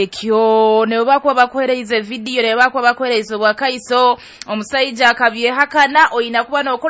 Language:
Nyoro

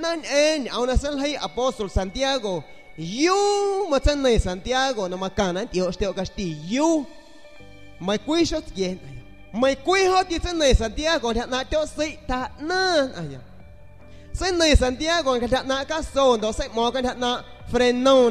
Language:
San Pedro Amuzgos Amuzgo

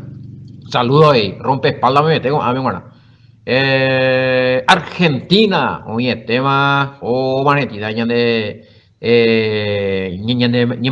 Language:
Guarani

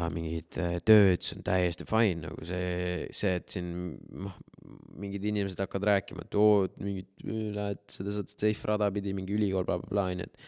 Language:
Estonian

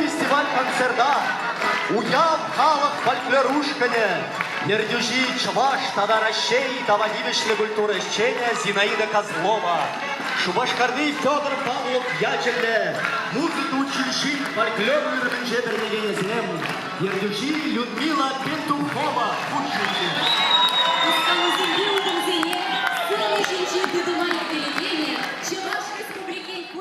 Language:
Chuvash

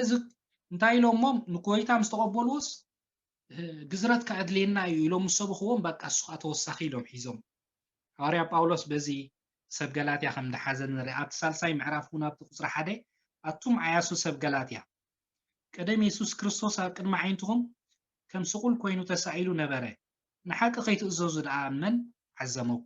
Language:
Tigrinya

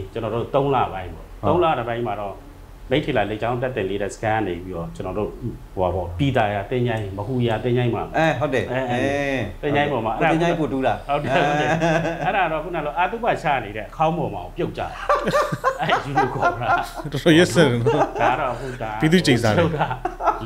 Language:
Burmese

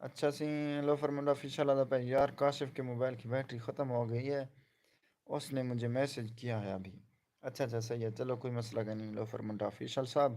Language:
Saraiki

